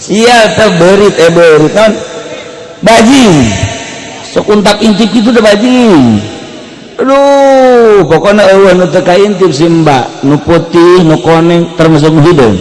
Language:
Sundanese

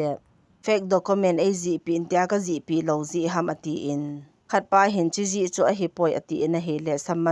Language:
Thado Chin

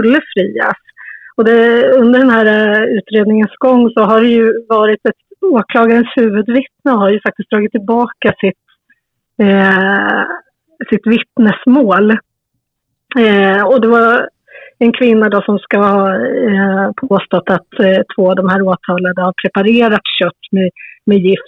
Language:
Swedish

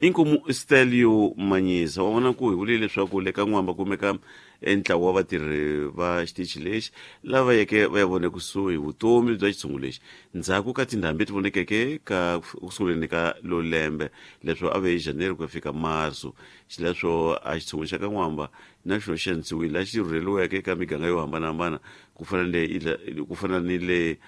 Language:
Tsonga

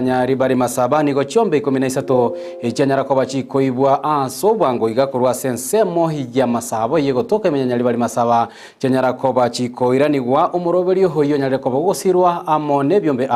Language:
Gusii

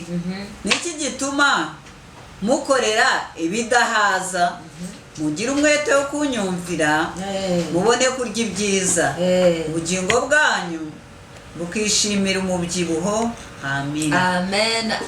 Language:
Kinyarwanda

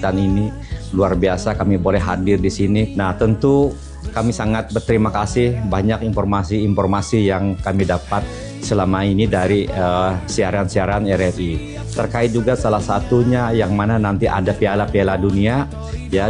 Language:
Indonesian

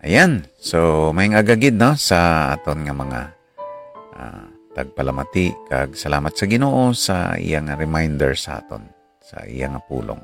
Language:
Hiligaynon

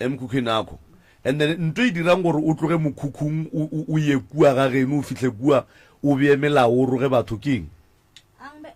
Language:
Northern Sotho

